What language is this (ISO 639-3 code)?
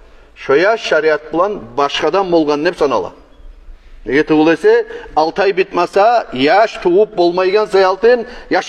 kum